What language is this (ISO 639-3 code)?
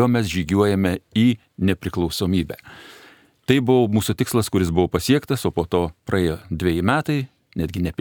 lit